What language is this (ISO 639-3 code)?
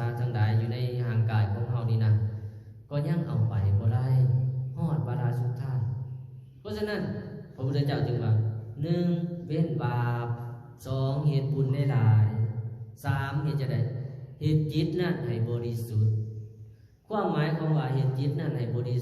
lao